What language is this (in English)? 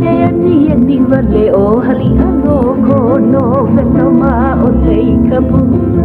Hawaiian